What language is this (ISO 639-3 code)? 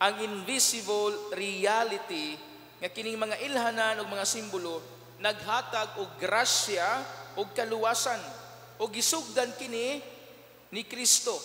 ceb